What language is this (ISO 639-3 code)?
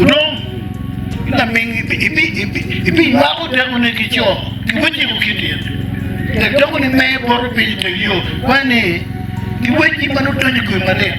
ach